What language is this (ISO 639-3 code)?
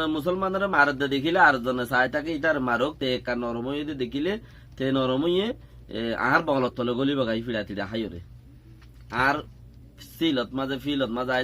rhg